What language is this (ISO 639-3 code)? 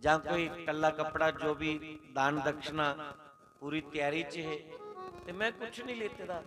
doi